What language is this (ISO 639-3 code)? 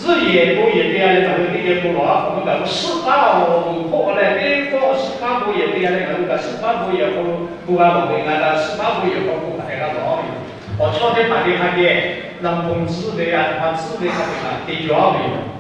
lhu